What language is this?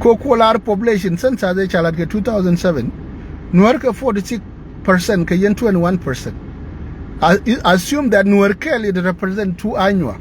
Nuer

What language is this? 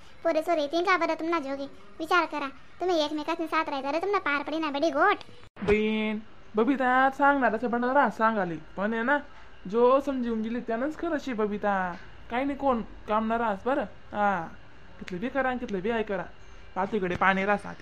Khandesi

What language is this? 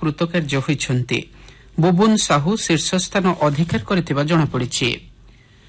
Odia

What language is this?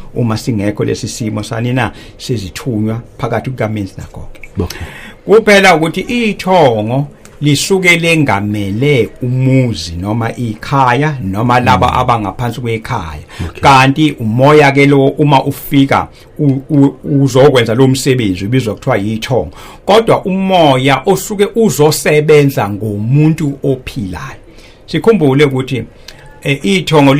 Zulu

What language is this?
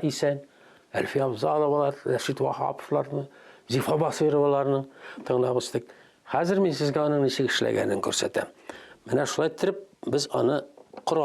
Tatar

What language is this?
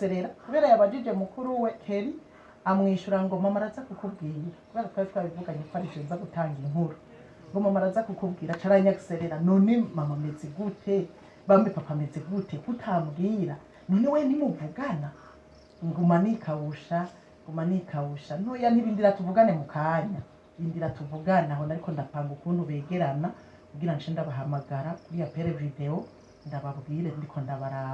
Rundi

